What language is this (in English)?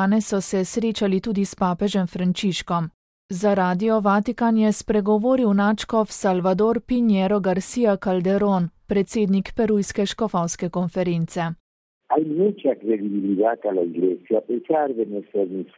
Slovenian